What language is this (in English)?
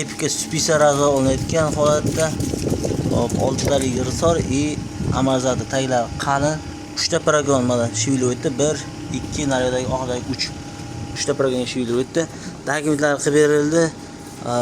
Uzbek